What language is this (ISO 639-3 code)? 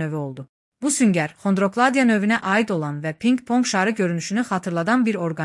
aze